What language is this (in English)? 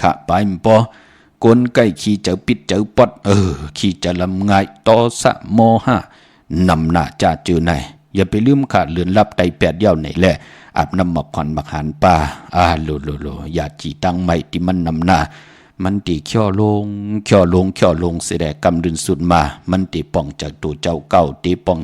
Shan